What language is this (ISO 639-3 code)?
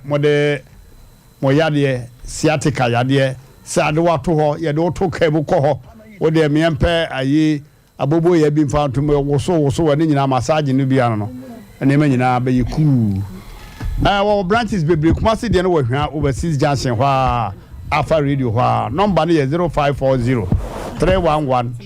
aka